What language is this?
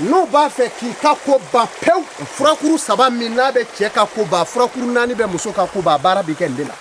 Bambara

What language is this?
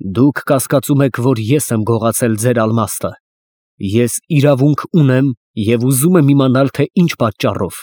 Armenian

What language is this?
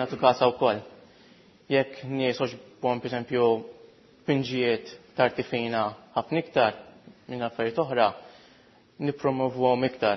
Maltese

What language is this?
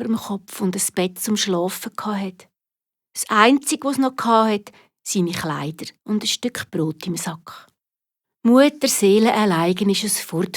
Swiss German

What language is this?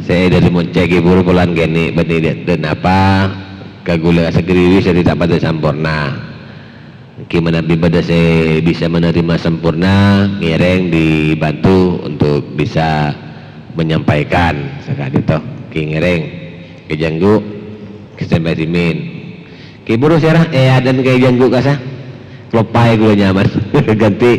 Madurese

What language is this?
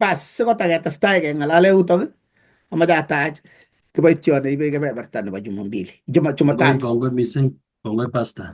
Kalenjin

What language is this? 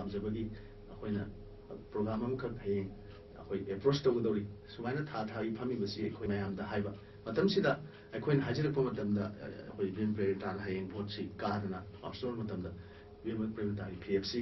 Manipuri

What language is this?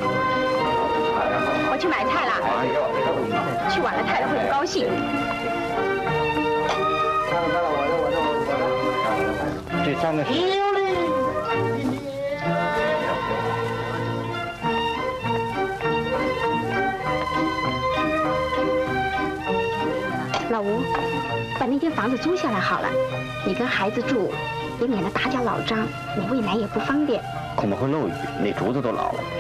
Chinese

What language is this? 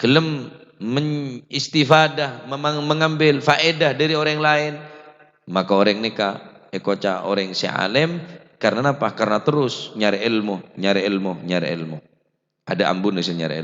Madurese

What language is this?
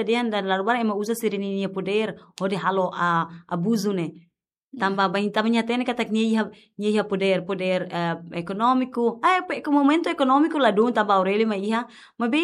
Tetum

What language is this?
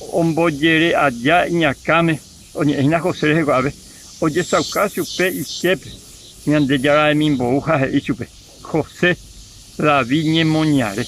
Guarani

